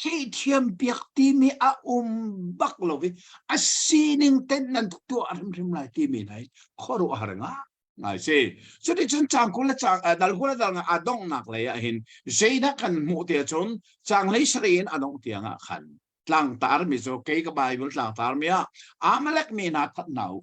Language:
Hakha Chin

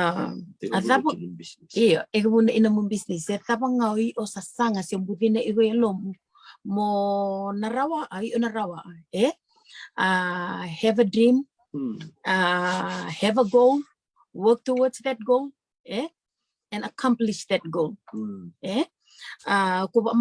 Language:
Fijian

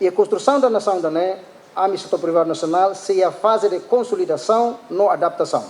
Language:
Tetum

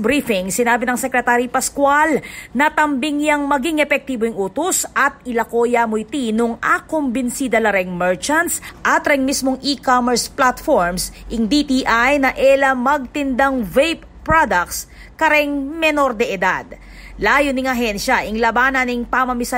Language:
Pampanga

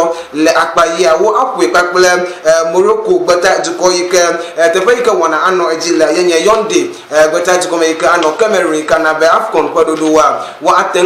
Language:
Ewe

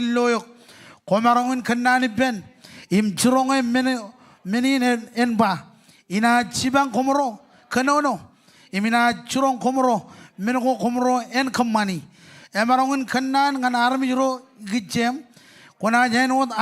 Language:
Marshallese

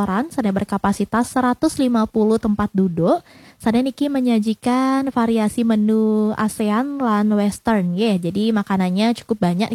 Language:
Balinese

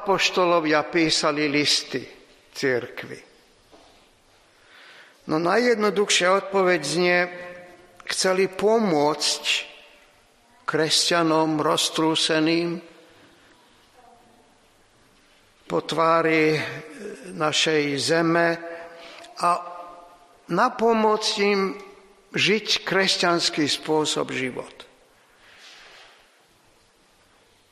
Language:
Slovak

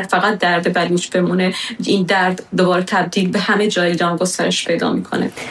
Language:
Persian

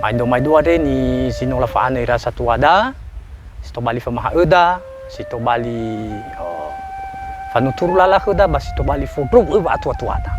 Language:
Nias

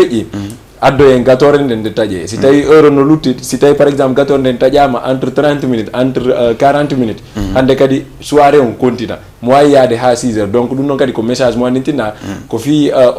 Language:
Fula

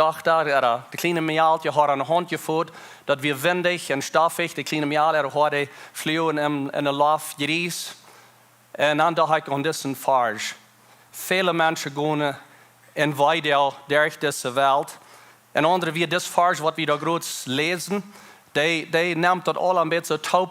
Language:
Plautdietsch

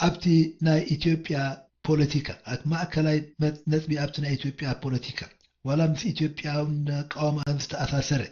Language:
Tigrinya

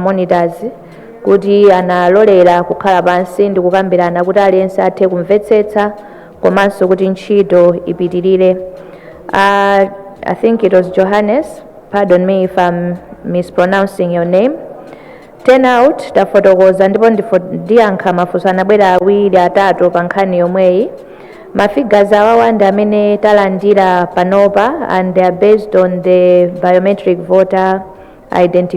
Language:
Nyanja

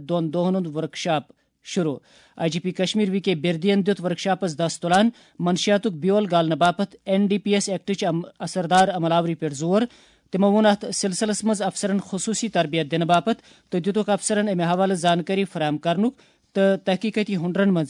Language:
Kashmiri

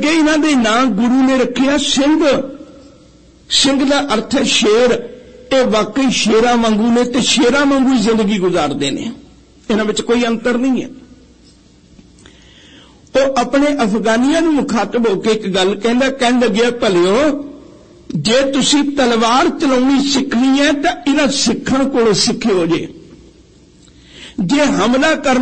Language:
Punjabi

